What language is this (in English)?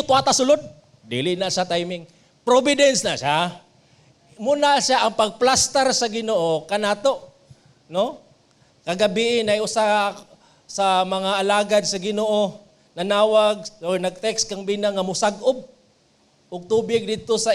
Cebuano